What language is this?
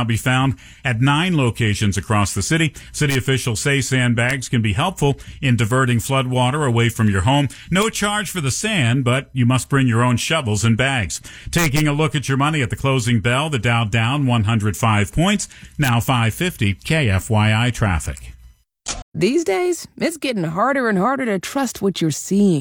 English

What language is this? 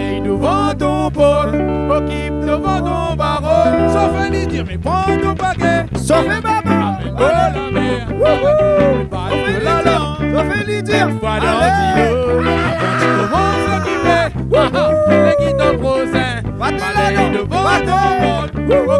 Réunion Creole French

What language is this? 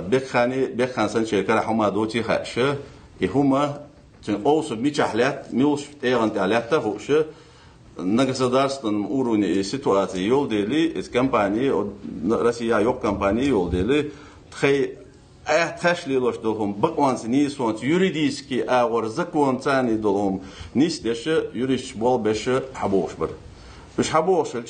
Ingush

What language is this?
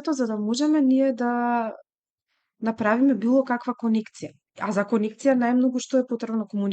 Macedonian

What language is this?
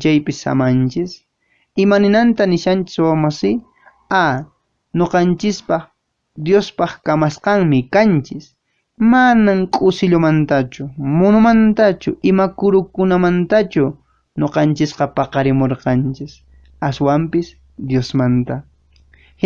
Quechua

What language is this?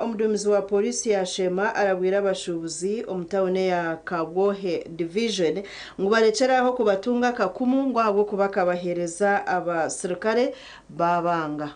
Nyankole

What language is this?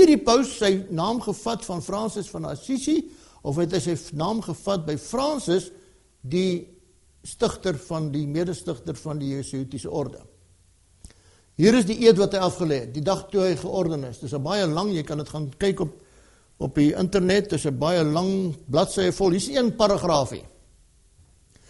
Afrikaans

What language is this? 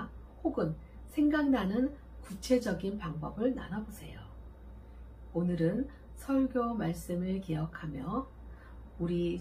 Korean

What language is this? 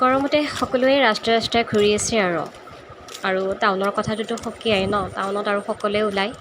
Assamese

